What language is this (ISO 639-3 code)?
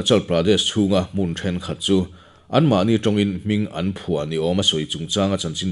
lus